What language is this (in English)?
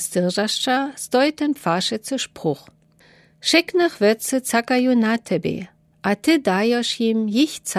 Lower Sorbian